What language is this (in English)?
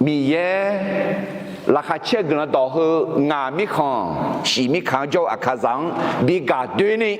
Akha